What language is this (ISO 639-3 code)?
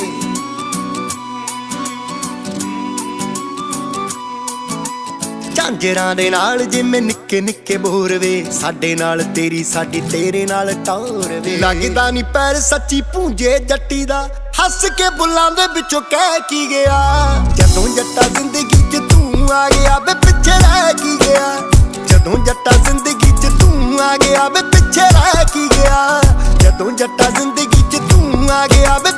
pan